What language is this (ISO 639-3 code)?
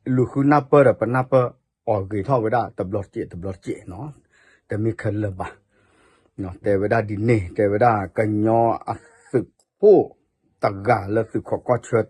ksw